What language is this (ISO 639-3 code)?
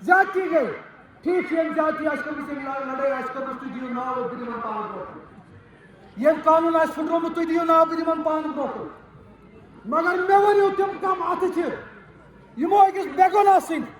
kas